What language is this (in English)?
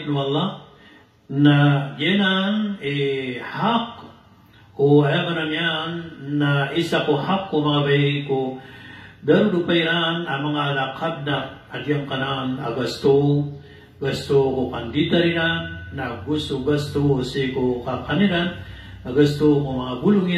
Maranao